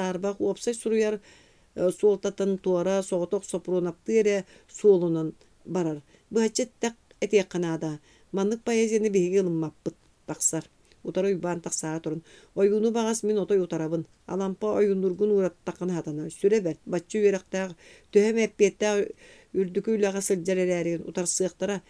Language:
Yakut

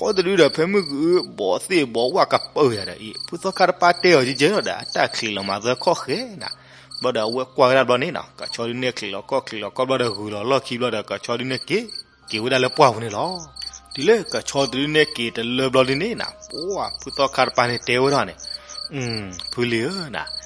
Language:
S'gaw Karen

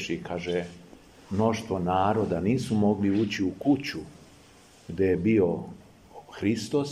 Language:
Serbian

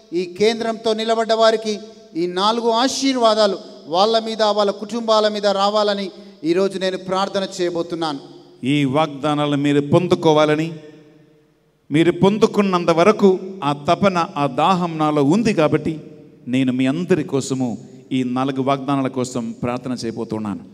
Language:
Telugu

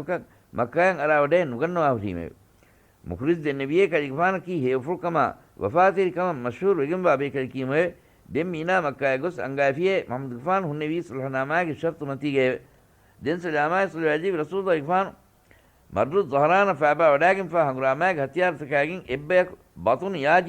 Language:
Divehi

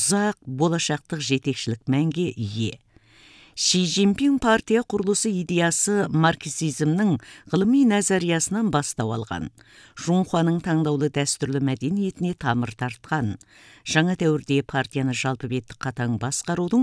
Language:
Kazakh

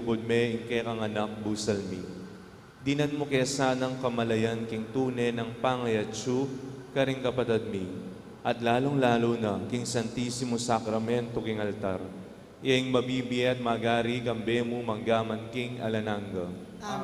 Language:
Pampanga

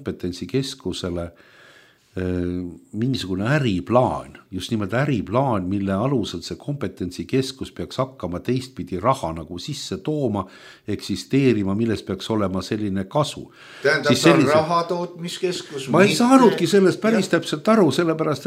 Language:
Estonian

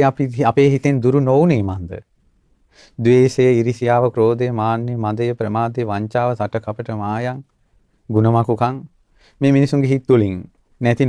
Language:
Sinhala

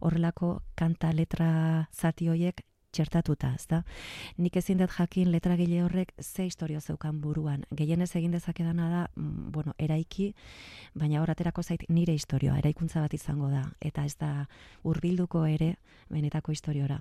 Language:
Basque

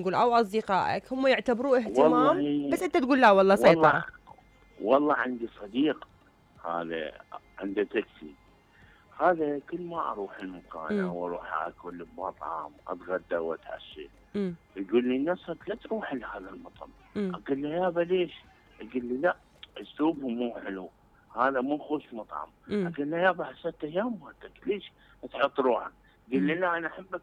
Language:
Mesopotamian Arabic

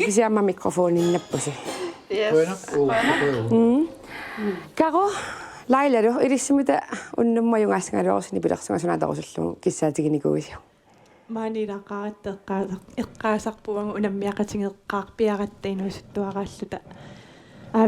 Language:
Kalaallisut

